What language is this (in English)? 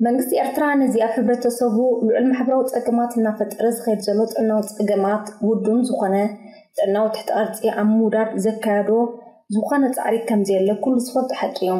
Tigrinya